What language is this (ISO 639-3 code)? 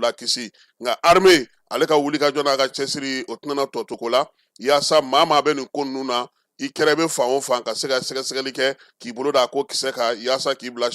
bam